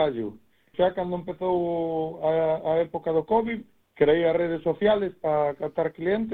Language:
Galician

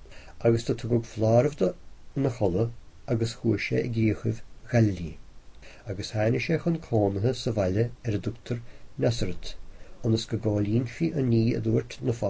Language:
Irish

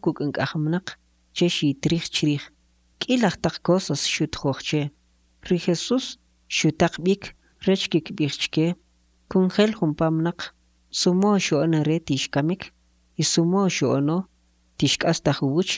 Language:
Kʼicheʼ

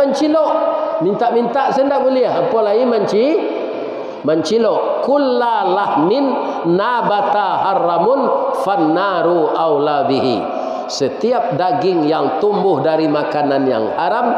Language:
Minangkabau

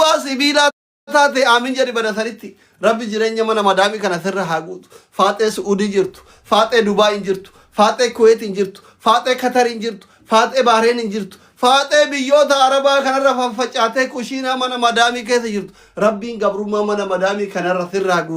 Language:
Oromo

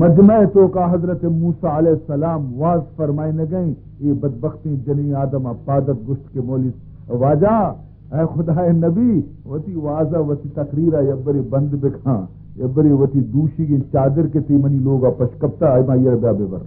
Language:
Baluchi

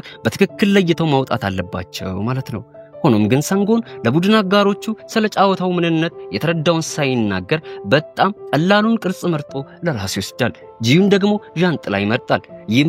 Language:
Amharic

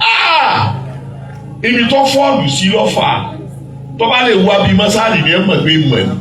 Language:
Yoruba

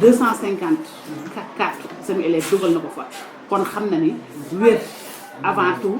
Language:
Wolof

